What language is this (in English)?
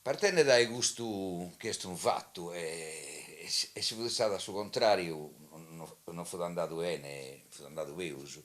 Sardinian